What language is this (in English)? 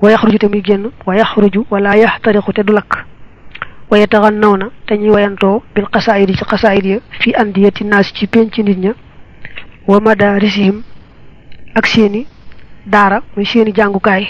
Wolof